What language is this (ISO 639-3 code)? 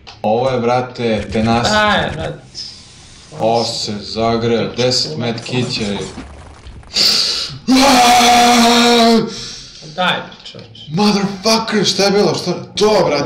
srp